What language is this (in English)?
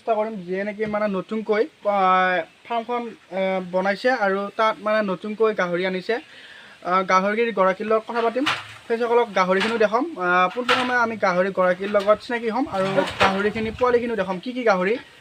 Assamese